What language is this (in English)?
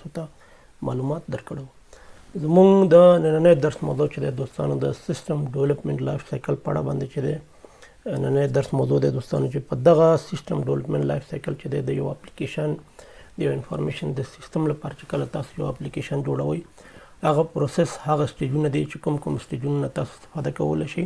Pashto